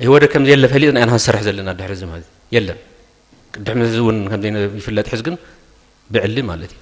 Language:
Tigrinya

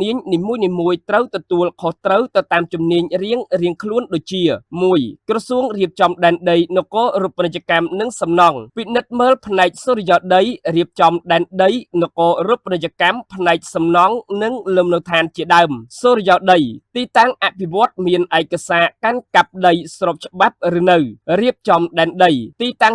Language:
Khmer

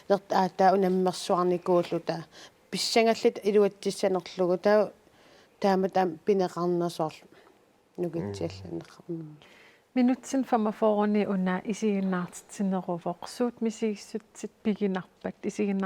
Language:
Kalaallisut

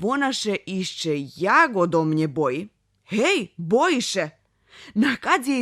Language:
Rusyn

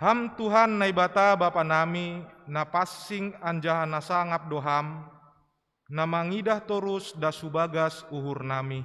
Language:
Batak Simalungun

